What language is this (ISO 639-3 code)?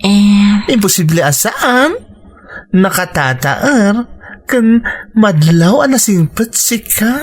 ilo